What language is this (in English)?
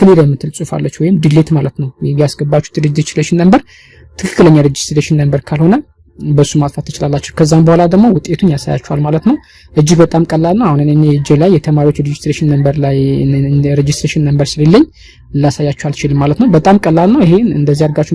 Amharic